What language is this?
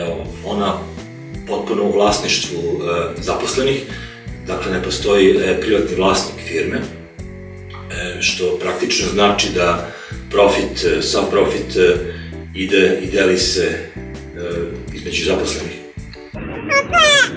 Serbian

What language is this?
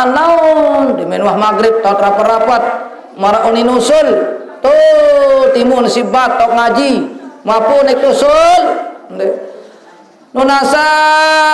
Sasak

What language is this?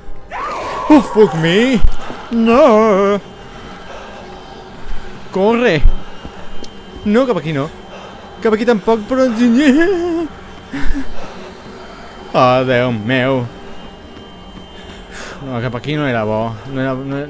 Catalan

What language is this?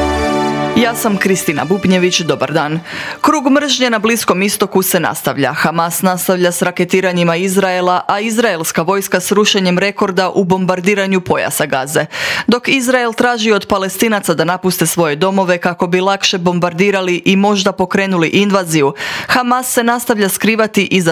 Croatian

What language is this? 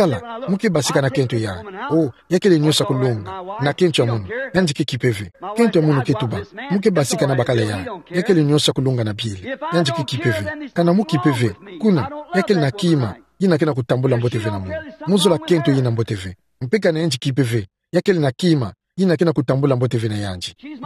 Kituba (Democratic Republic of Congo)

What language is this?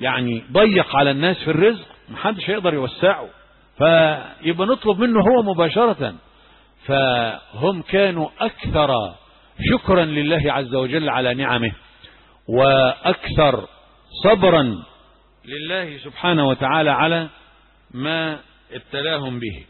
Egyptian Arabic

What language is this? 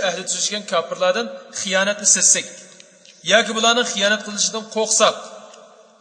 Uyghur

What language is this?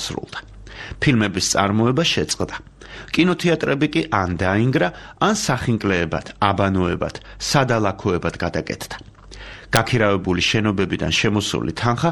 Georgian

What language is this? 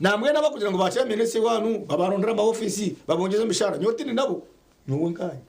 Nyankole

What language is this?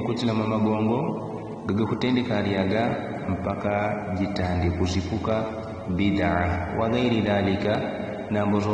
Yao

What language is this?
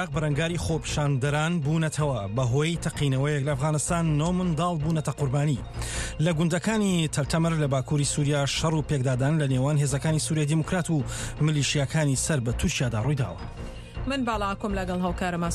Central Kurdish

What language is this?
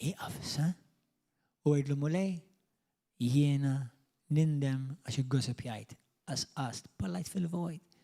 Maltese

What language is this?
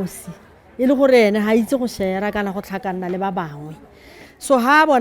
Tswana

